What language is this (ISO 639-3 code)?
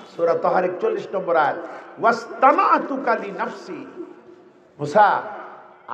ben